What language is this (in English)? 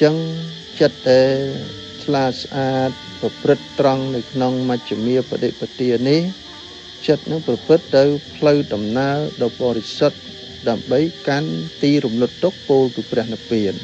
Khmer